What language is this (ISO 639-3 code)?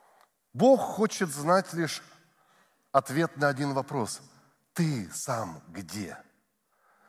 rus